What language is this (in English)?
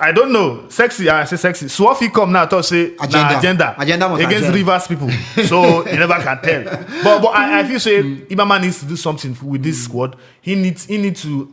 Nigerian Pidgin